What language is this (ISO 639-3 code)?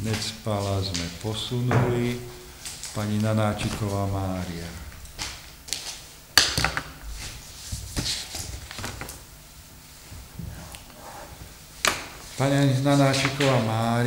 slk